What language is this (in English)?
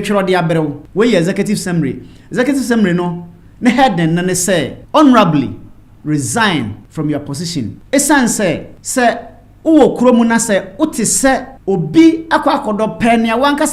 Akan